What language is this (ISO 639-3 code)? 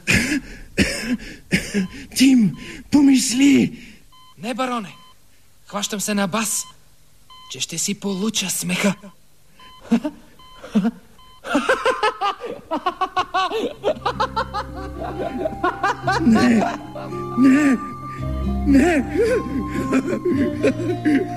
bul